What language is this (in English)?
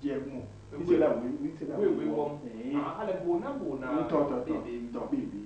Basaa